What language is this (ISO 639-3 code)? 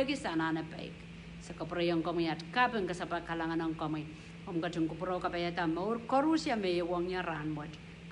pon